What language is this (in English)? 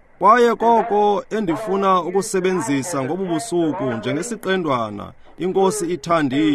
Xhosa